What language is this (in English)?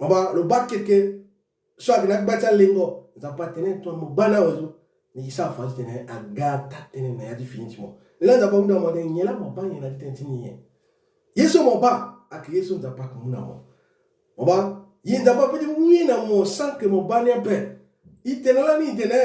Sango